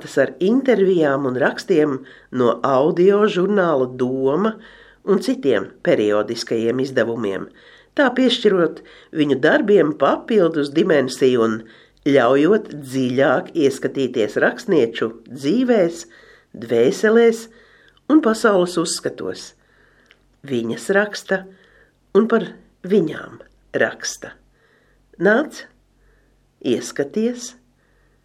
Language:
Latvian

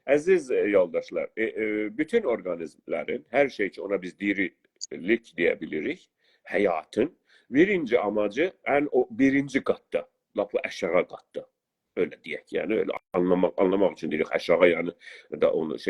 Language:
South Azerbaijani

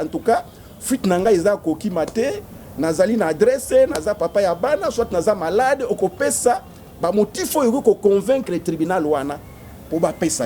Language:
Lingala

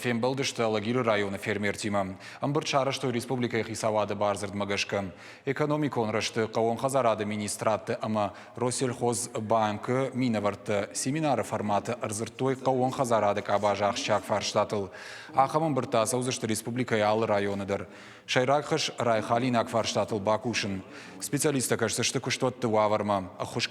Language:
Ossetic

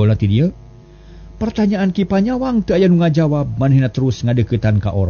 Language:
Sundanese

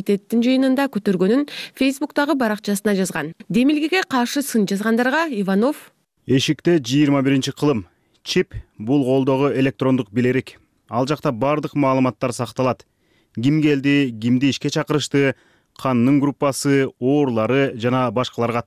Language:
Kyrgyz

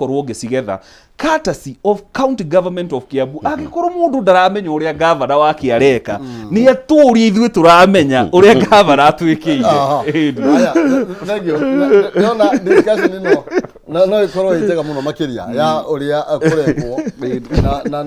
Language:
Kikuyu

